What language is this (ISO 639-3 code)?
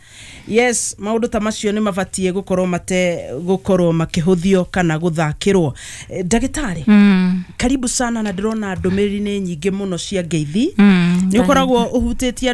kik